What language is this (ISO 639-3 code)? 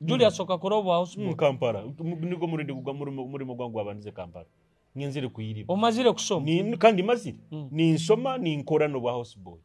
nyo